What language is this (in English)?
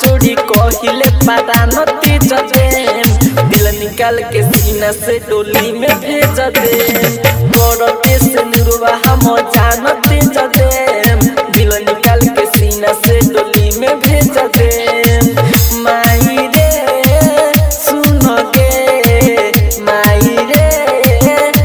Bhojpuri